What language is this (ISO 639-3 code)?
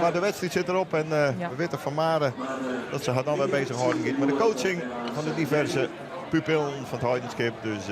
fry